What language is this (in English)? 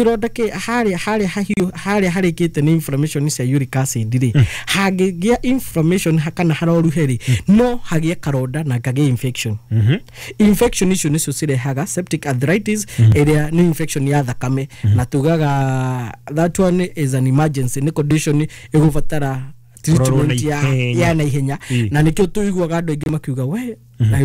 Kikuyu